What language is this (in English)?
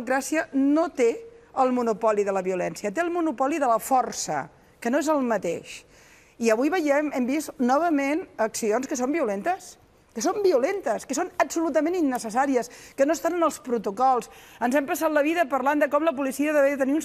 Catalan